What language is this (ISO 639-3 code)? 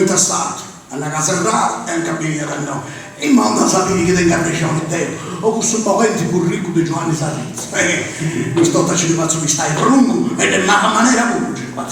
srd